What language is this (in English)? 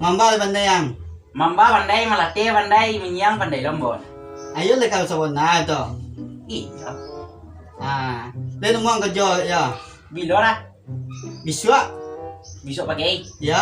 Minangkabau